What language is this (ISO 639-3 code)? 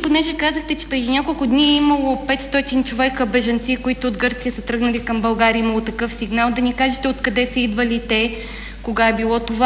bul